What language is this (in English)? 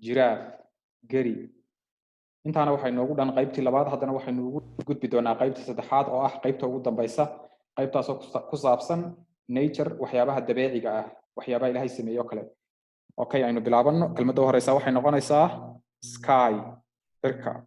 Somali